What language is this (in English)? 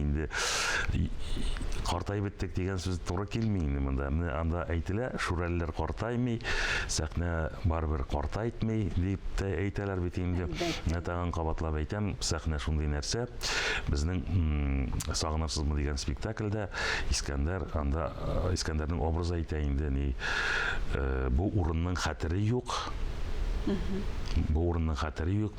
Tatar